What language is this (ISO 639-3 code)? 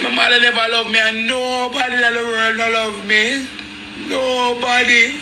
jam